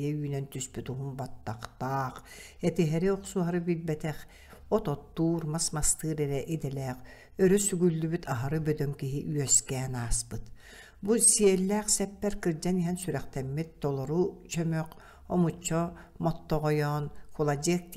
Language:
Yakut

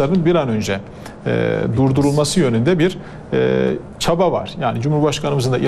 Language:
Turkish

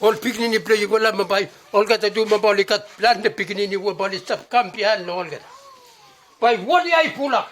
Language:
Bislama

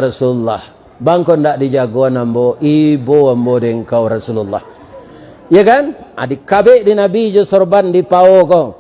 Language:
Minangkabau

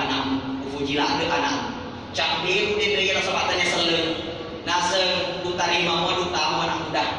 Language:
Buginese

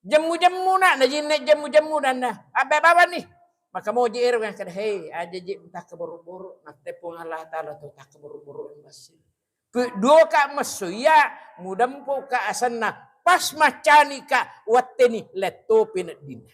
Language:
Buginese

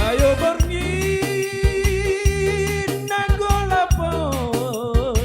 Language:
Batak Simalungun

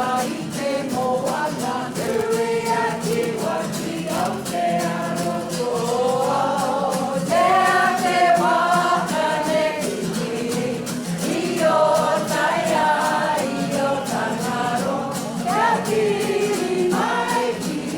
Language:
Māori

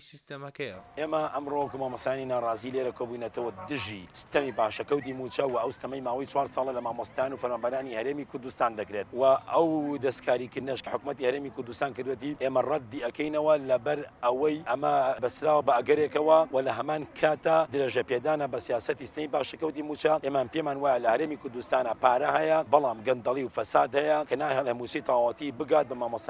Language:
Central Kurdish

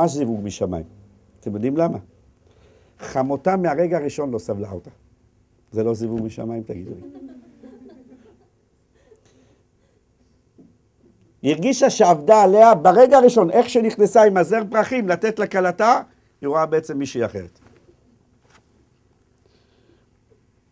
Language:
Hebrew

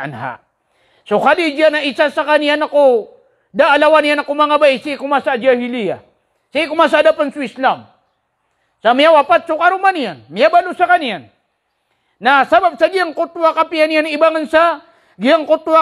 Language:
Maranao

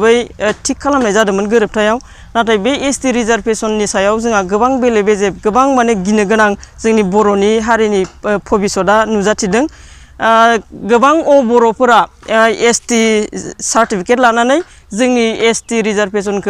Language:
Bodo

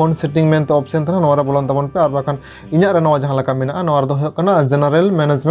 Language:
Santali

